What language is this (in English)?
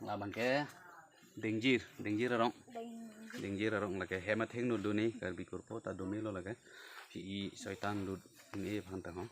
Karbi